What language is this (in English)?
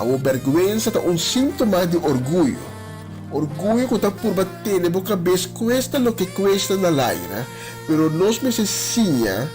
Papiamento